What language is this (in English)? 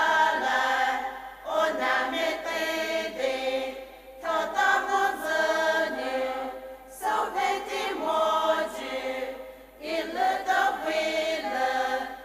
Poumei Naga